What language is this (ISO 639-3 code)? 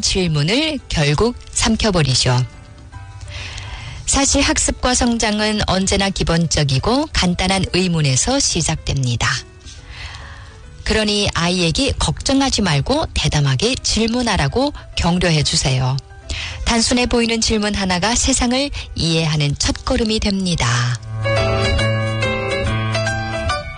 kor